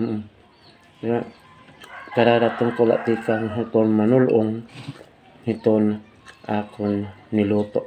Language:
Waray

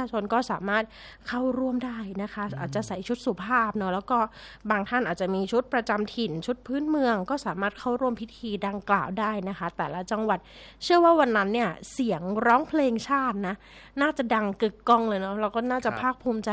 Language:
Thai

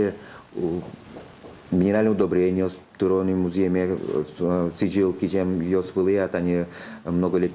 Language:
Udmurt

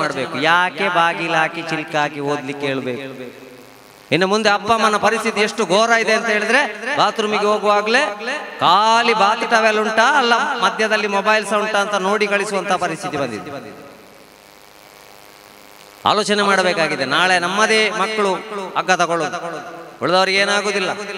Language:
Kannada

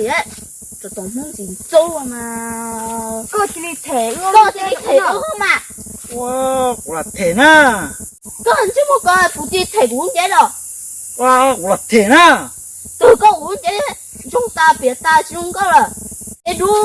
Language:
Hmong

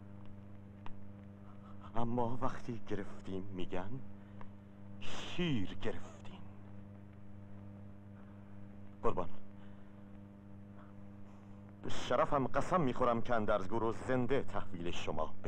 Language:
Persian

